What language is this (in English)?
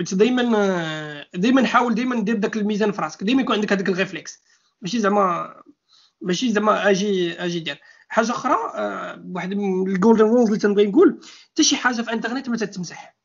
Moroccan Arabic